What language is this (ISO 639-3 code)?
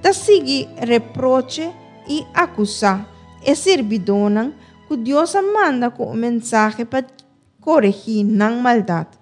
pap